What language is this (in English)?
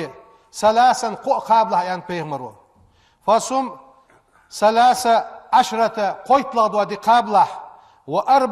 Ingush